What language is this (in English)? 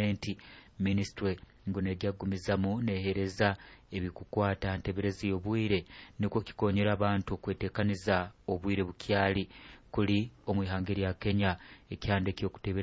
Nyoro